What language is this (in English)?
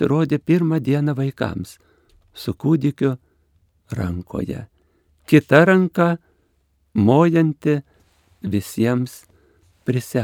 Lithuanian